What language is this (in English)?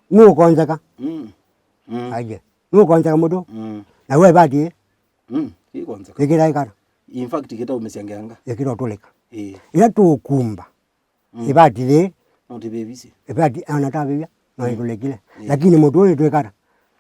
Kamba